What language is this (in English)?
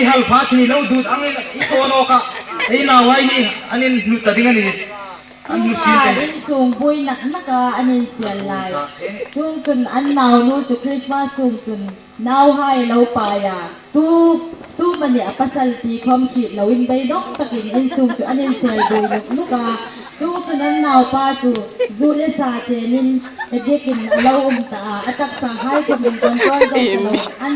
Hmar